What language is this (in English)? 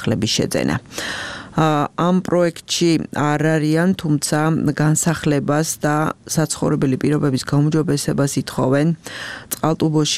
Georgian